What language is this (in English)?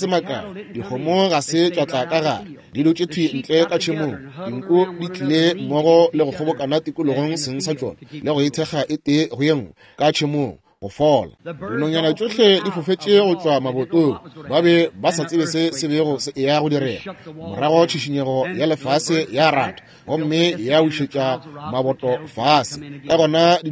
Northern Sotho